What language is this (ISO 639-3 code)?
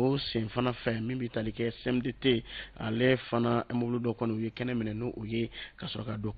bam